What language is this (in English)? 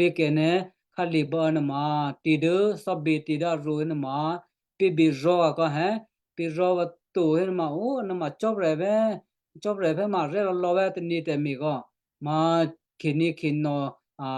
Western Kayah